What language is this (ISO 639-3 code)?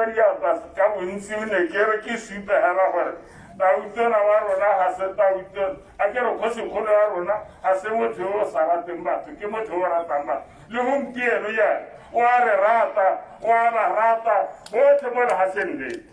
tsn